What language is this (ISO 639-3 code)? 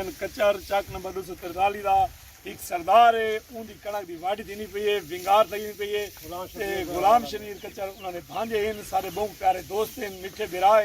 skr